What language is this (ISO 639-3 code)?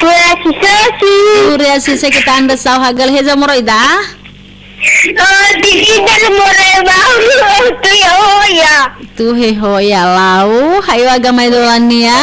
nia